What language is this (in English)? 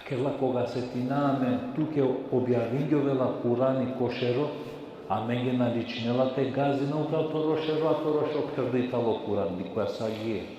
Balkan Romani